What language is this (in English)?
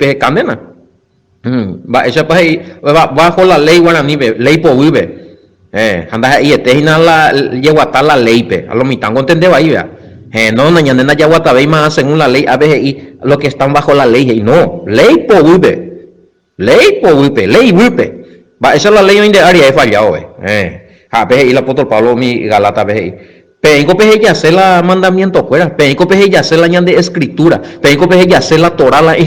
Guarani